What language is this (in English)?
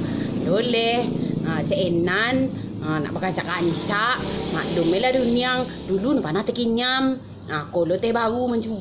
Minangkabau